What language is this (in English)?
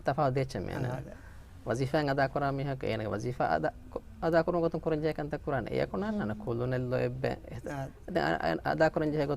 Divehi